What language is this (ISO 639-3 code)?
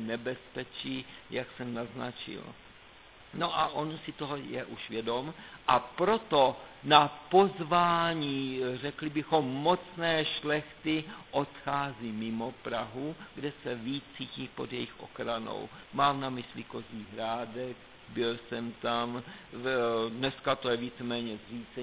ces